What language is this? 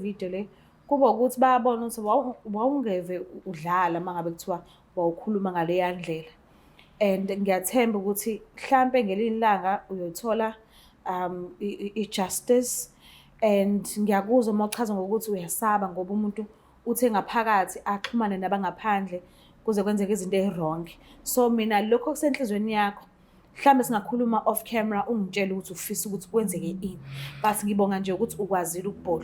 Zulu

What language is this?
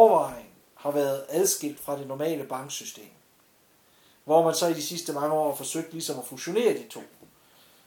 Danish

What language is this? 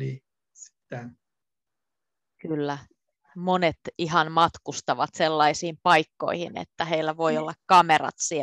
Finnish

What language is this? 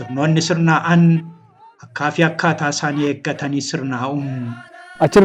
Oromo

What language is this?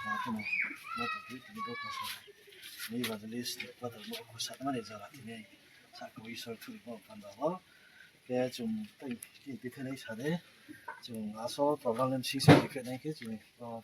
Riang (India)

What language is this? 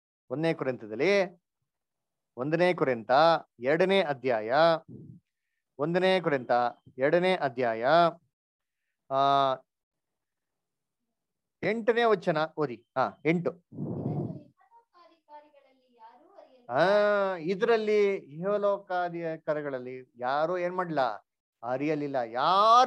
Kannada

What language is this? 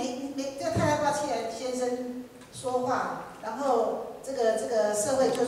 Chinese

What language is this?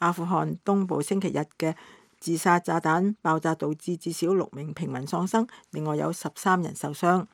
Cantonese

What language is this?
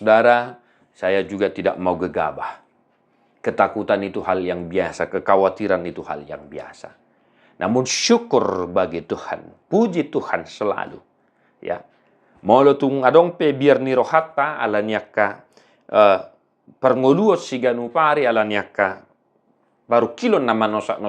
Batak Toba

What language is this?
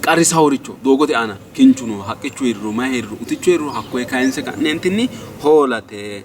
Sidamo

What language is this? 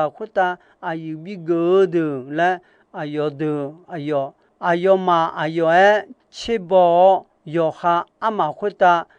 Akha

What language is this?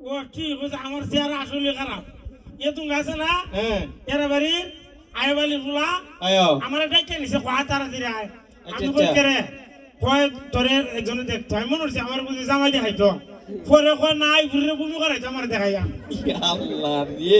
Sylheti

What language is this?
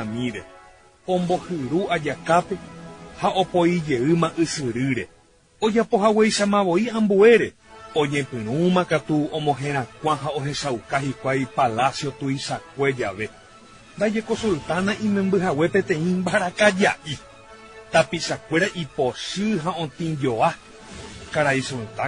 Guarani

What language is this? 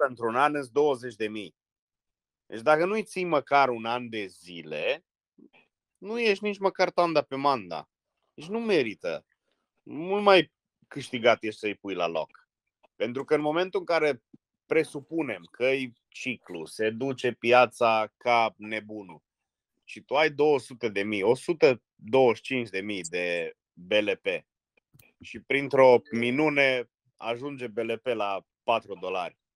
Romanian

